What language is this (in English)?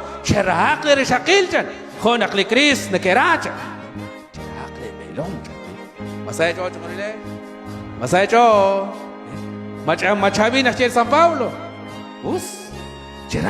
Kekchí